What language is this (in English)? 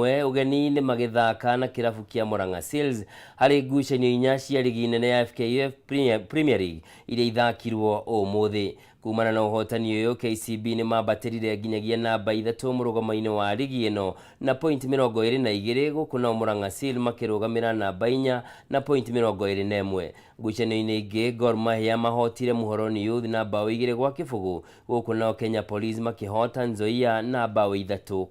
Kikuyu